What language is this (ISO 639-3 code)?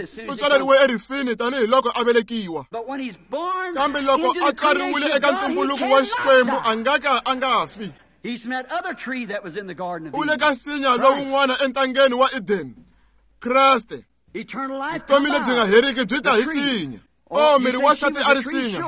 tso